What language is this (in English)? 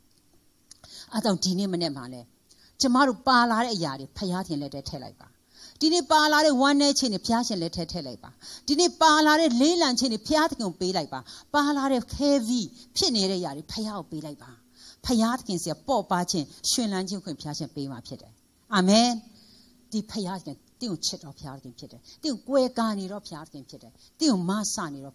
Burmese